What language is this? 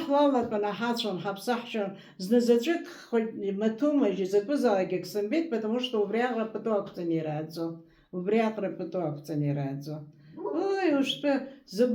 Abkhazian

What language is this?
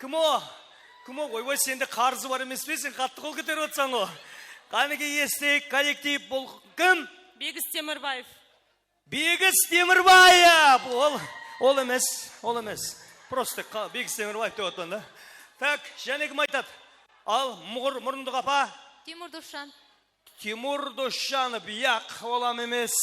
Kara-Kalpak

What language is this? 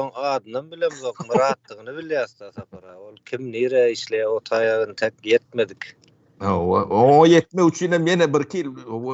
Turkmen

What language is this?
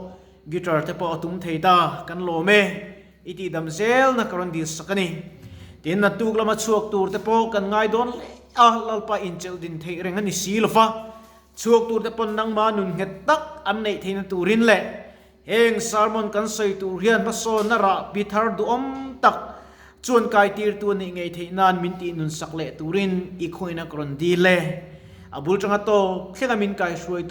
Mizo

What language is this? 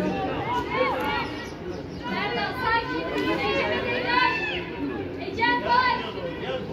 Turkish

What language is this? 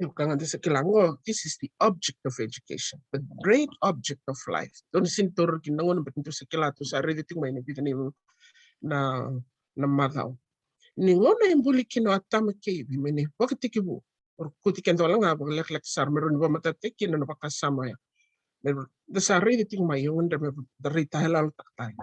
Fijian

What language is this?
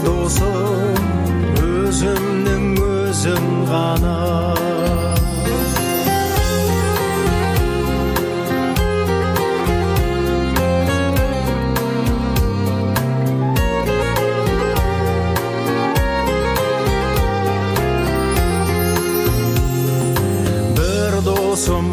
Kazakh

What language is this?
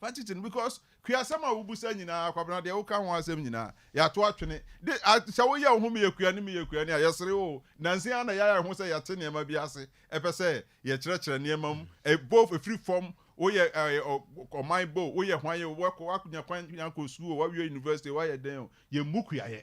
Akan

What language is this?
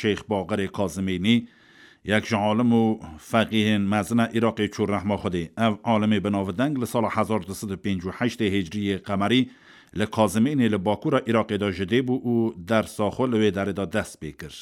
Kurdish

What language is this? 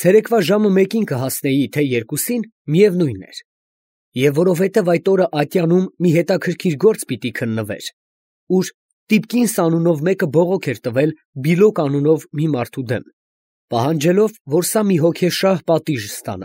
Armenian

